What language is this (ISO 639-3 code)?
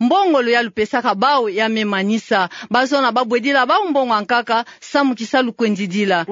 ktu